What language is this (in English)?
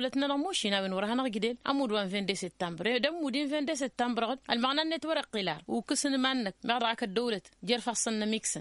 Tamasheq